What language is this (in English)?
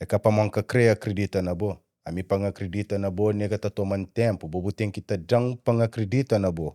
Kabuverdianu